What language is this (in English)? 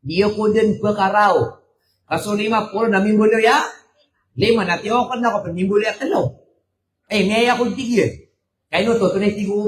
Maranao